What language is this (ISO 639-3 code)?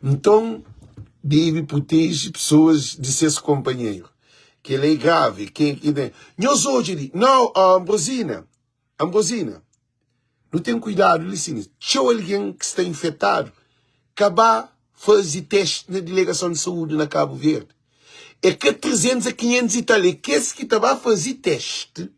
kea